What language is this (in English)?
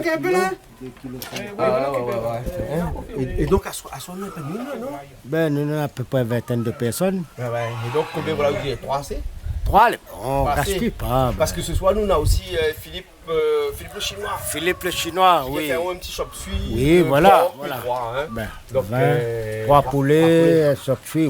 Réunion Creole French